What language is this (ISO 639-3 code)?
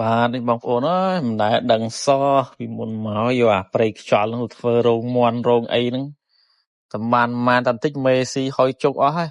khm